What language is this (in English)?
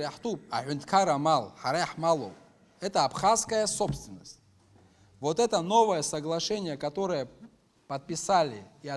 Abkhazian